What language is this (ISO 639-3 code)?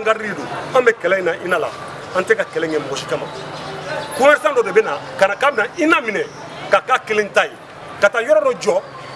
bam